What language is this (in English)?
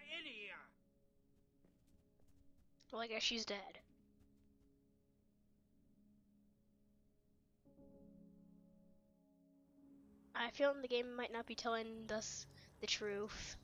English